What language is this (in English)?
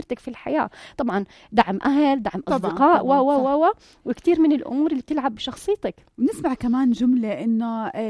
North Levantine Arabic